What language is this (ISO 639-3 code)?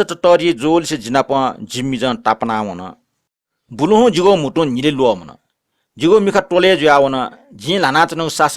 new